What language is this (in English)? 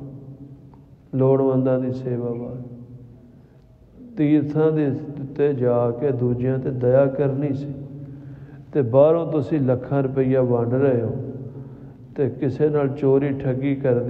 Punjabi